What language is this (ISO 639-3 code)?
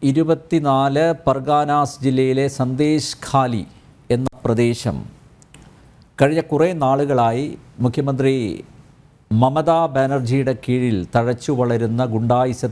mal